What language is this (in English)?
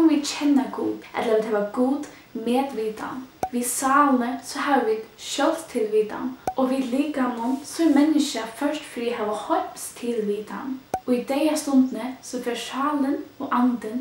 Faroese